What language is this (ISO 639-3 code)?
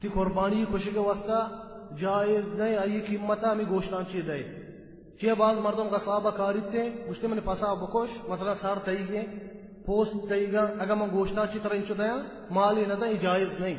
bal